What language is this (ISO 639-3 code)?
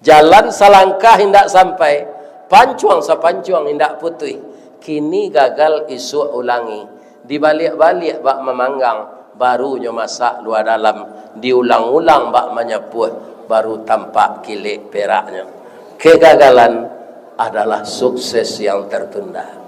min